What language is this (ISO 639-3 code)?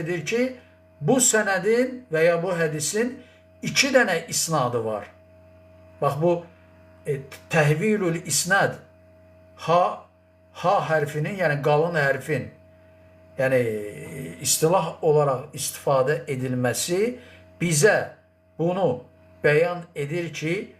aze